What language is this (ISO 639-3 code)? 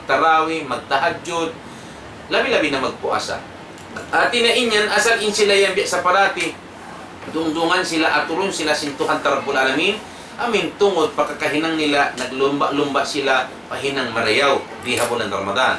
tsg